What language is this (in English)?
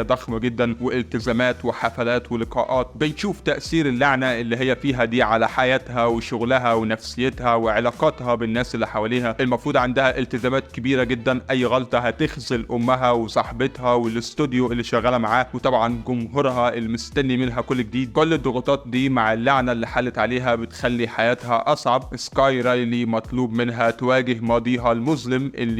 Egyptian Arabic